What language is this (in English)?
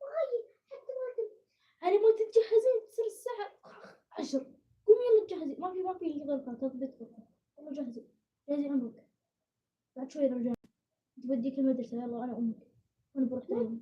Gulf Arabic